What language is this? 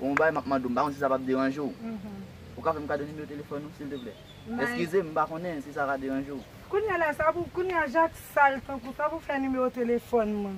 Haitian Creole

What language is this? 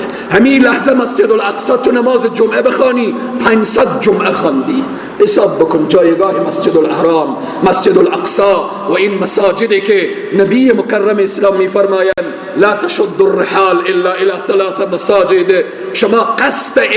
Persian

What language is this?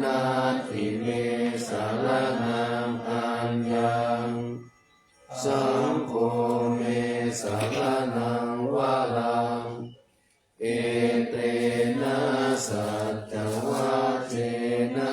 Pali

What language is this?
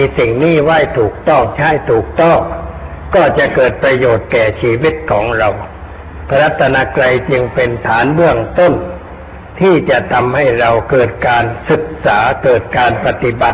Thai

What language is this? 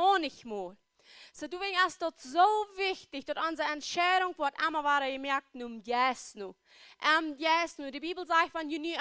Plautdietsch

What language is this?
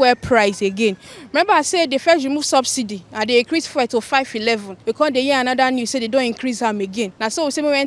Nigerian Pidgin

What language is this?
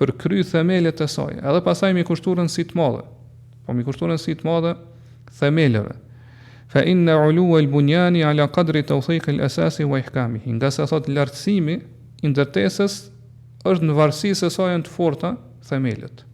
Albanian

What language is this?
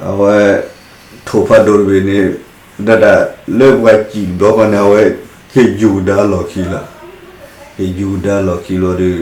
S'gaw Karen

